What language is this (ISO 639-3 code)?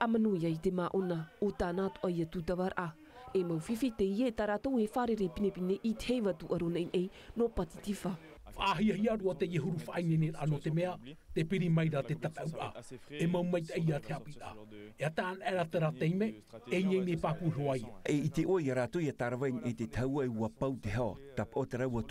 tah